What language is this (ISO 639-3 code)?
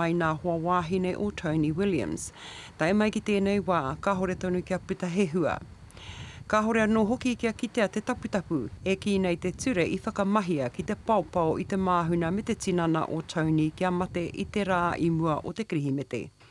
mri